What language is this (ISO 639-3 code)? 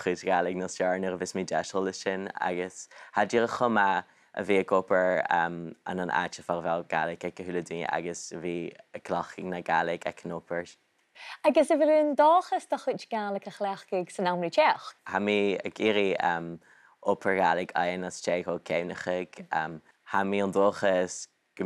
gla